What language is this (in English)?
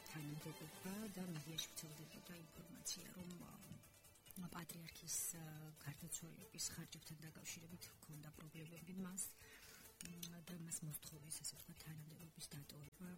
Georgian